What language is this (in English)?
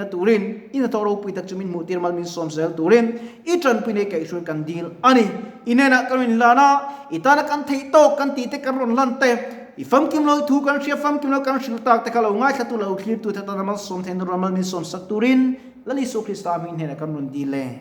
Mizo